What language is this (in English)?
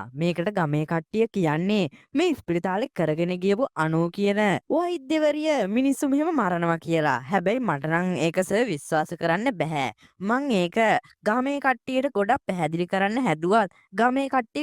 Sinhala